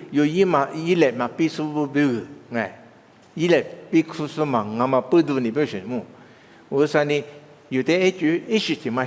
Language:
Lisu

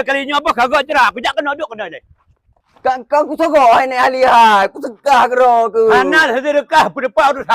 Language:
Achinese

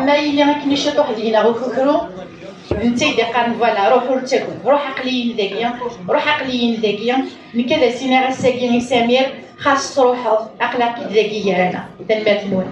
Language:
Kabyle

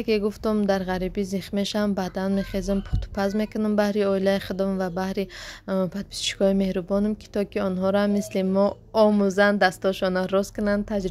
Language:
Tajik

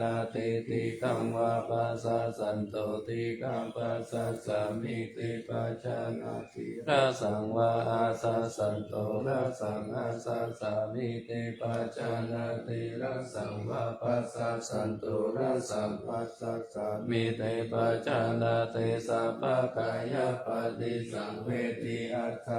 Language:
Pali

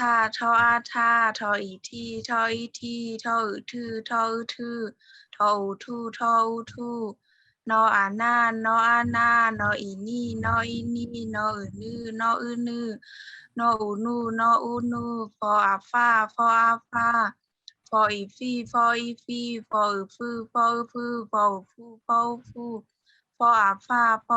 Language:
Shan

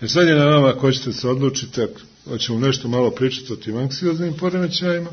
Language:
Serbian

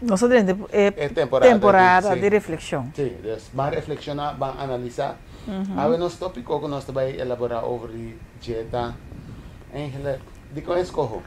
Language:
Papiamento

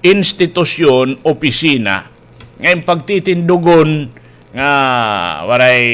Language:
Waray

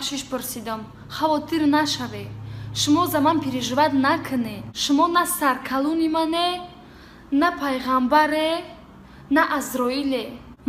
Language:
Tajik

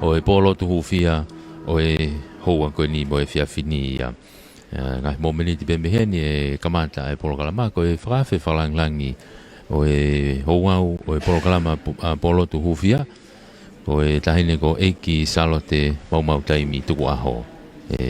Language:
Tongan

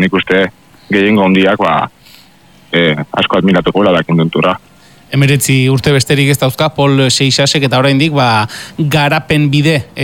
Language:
Basque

